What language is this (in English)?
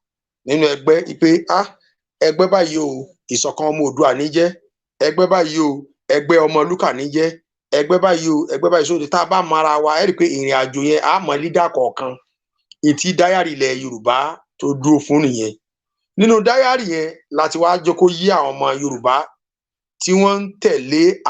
Yoruba